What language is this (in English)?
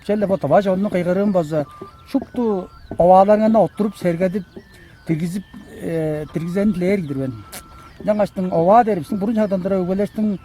Tuvinian